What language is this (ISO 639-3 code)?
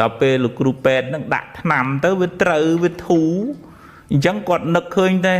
khm